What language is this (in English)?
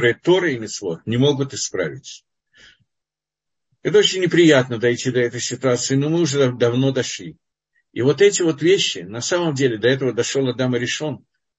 Russian